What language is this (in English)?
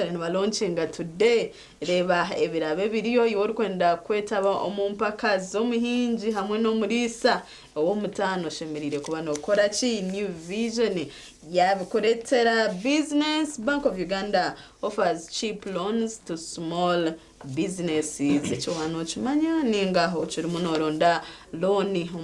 Nyankole